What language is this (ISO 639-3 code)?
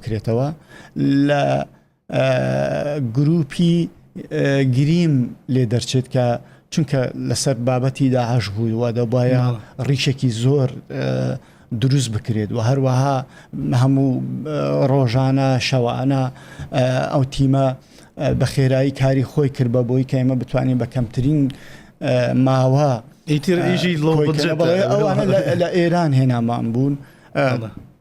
ckb